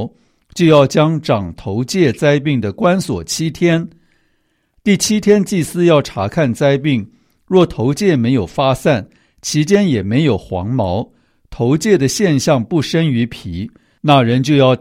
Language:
Chinese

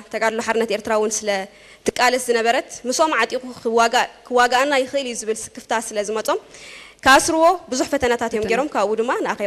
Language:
Tigrinya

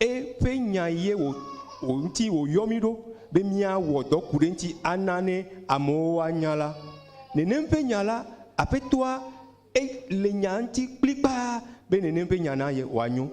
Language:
Ewe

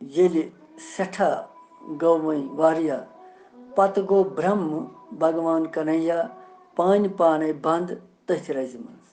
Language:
Kashmiri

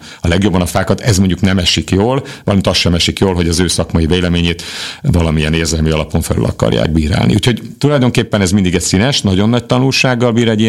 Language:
Hungarian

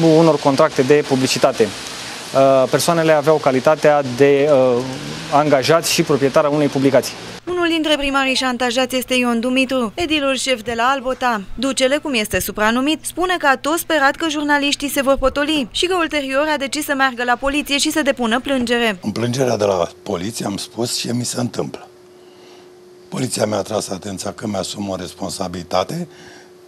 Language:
Romanian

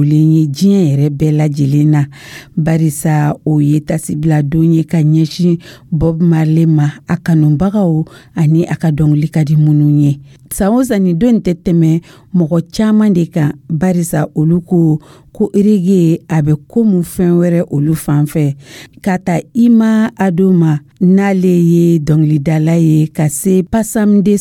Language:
Dyula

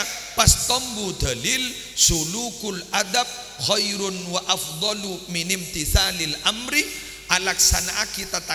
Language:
Madurese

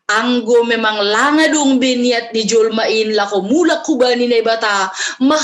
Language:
Batak Simalungun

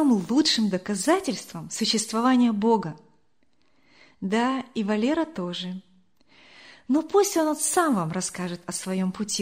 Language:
Russian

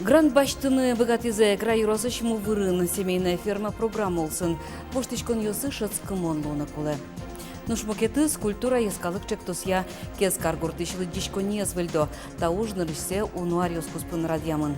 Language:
Udmurt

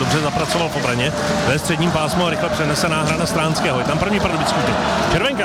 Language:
Czech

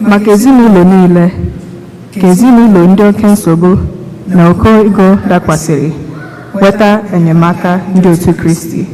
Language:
Igbo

